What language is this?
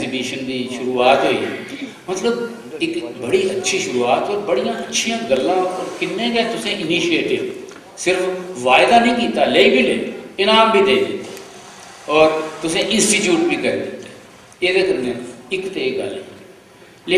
Dogri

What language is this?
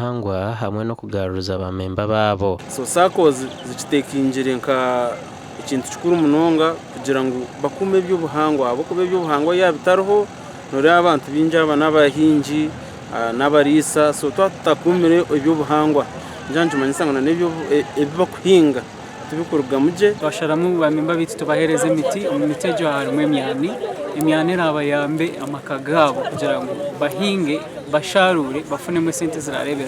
Nyankole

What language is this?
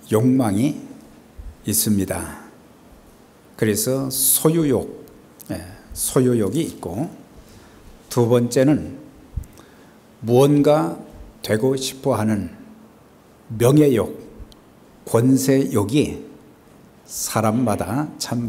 Korean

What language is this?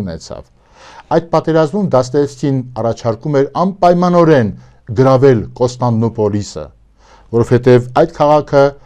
Armenian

